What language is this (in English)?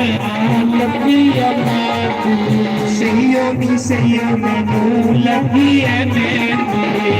Dogri